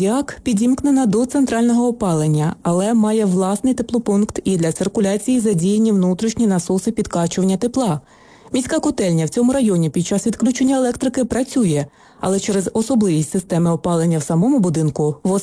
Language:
Ukrainian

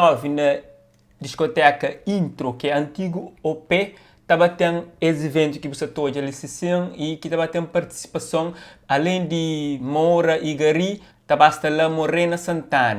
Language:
Kabuverdianu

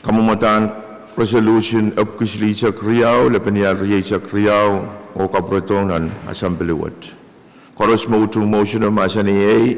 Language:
Pohnpeian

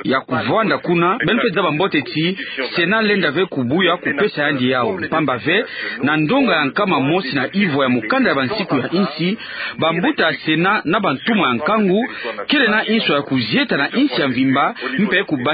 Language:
Kituba (Democratic Republic of Congo)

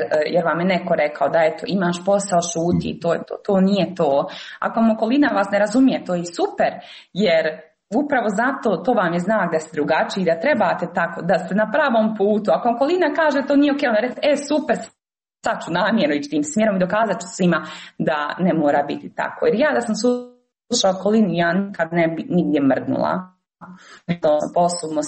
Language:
Croatian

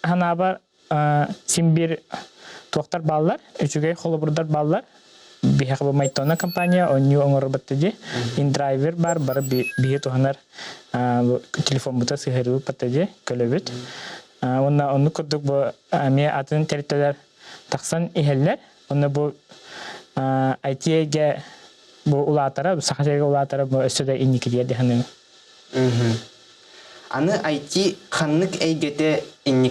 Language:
Yakut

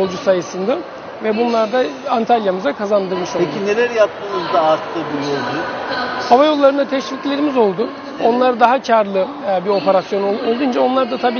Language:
Turkish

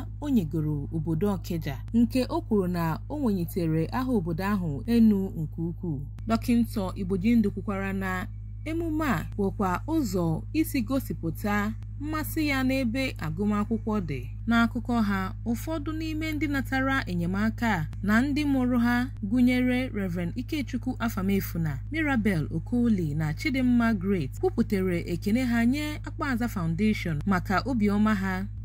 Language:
Igbo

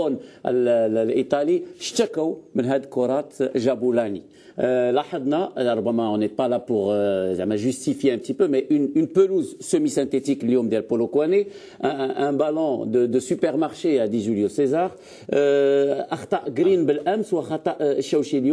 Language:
Algerian Arabic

